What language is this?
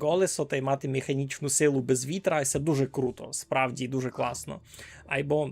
Rusyn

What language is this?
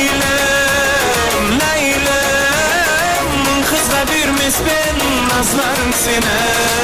Kara-Kalpak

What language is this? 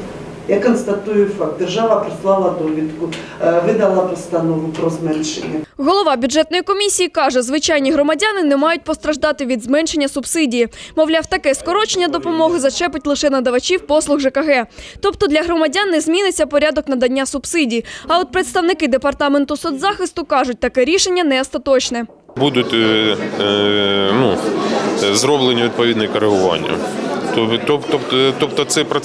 Ukrainian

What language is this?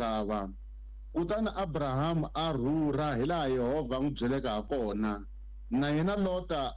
Tsonga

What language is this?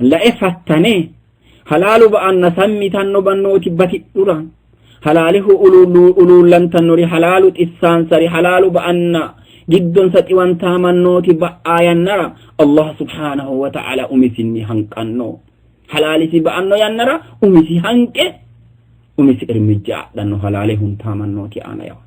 Sidamo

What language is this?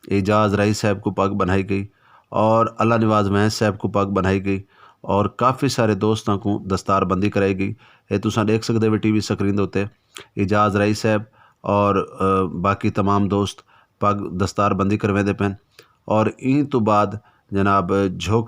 Saraiki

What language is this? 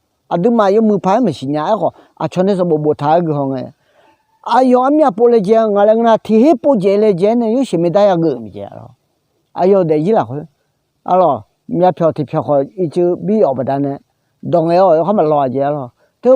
Akha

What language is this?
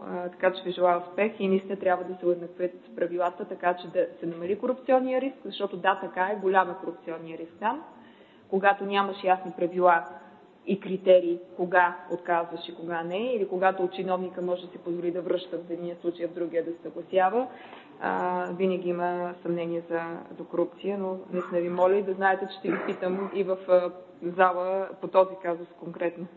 Bulgarian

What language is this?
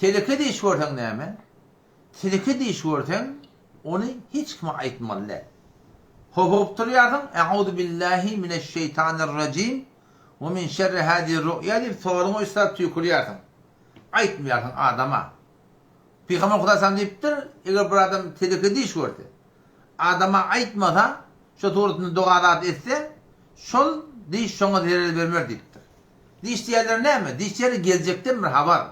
Turkmen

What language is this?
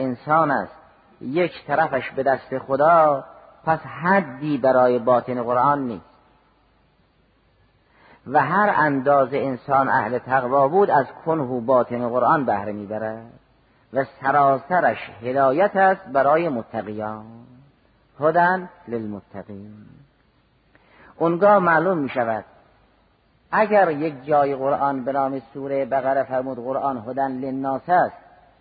Persian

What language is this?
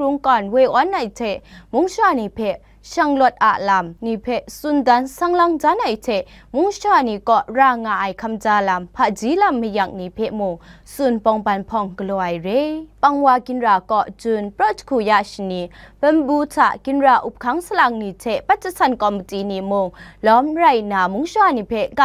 Kachin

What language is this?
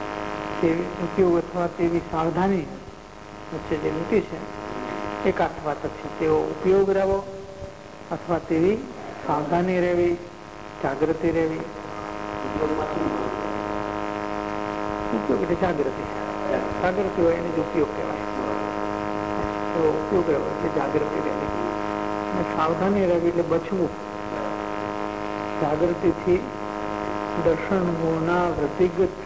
Gujarati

